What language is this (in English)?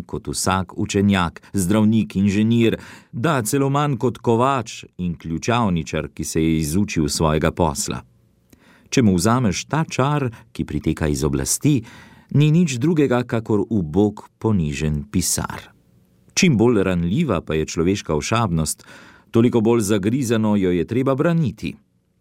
Slovenian